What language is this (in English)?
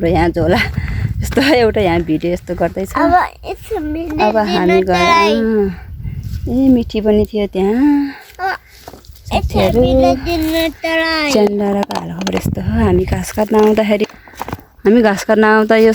Nepali